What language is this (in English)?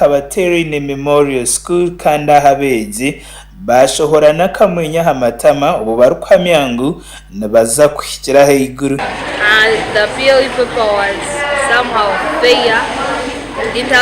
Nyankole